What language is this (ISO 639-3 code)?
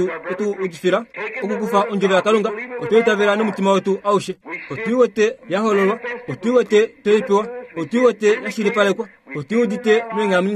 kua